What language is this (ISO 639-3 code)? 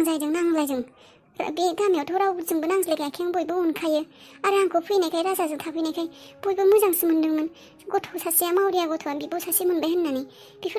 brx